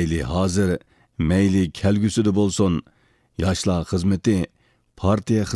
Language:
Uyghur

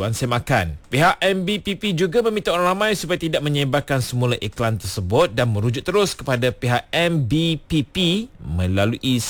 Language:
Malay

